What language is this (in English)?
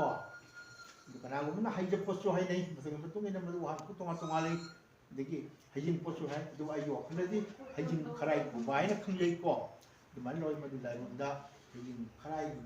Manipuri